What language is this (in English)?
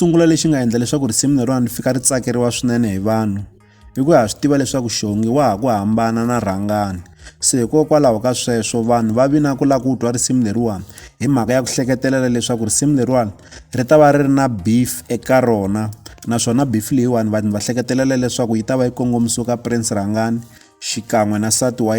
Tsonga